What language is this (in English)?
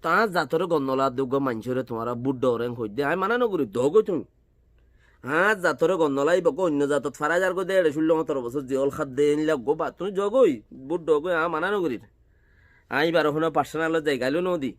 Rohingya